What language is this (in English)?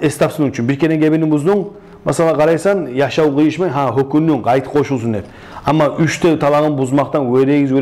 Kumyk